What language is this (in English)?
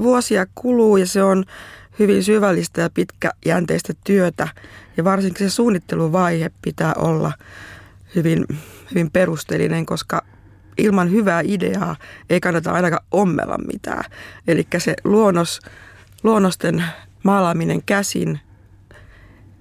Finnish